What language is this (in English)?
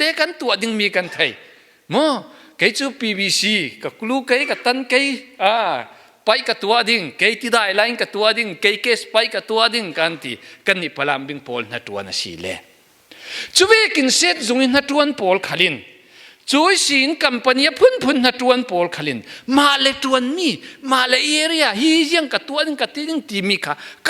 Falam Chin